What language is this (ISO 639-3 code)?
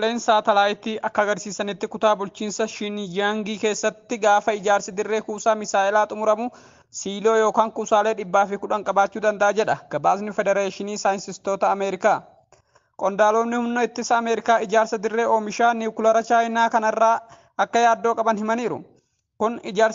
orm